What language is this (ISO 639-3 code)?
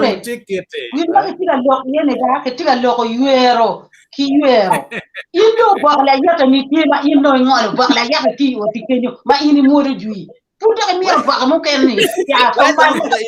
ach